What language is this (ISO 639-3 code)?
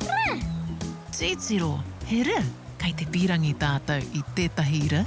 mri